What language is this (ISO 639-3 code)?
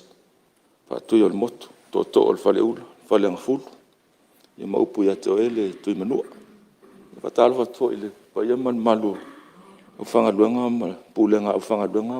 smo